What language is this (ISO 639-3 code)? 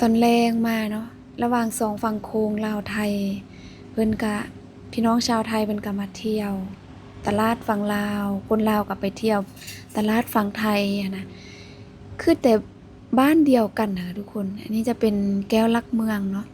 lao